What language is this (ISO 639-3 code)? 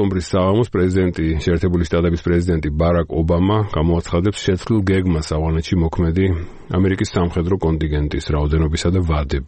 kat